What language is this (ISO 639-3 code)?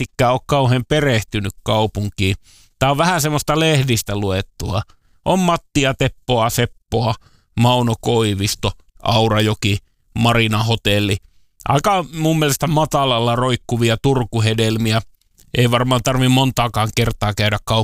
fin